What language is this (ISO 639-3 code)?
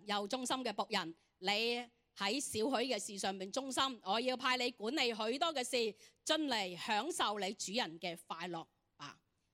yue